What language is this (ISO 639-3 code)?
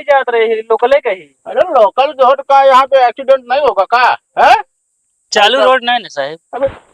awa